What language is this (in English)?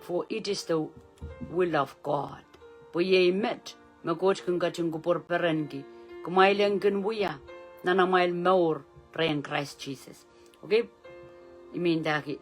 Pohnpeian